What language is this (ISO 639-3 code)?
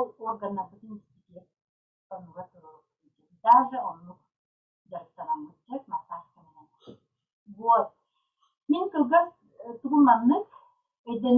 sah